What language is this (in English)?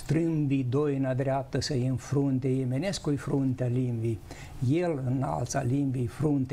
Romanian